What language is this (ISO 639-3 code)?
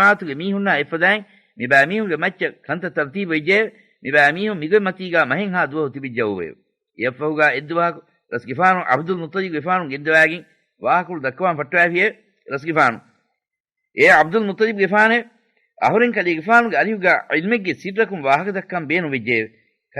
div